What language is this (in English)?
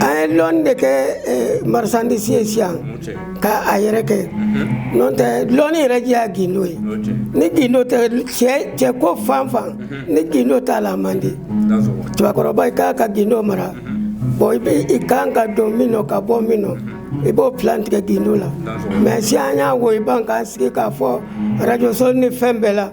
Bambara